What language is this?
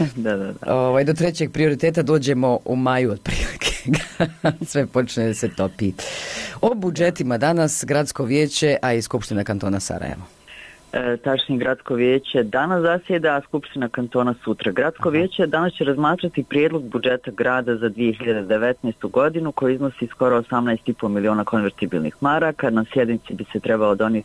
Bosnian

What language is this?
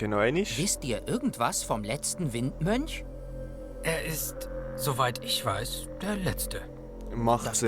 Swiss German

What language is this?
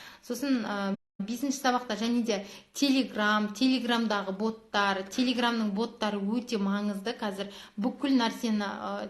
Kazakh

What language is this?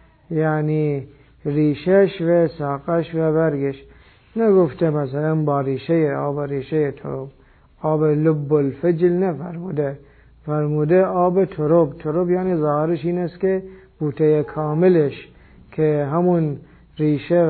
Persian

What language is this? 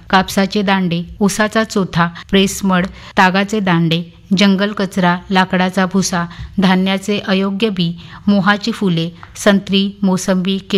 Marathi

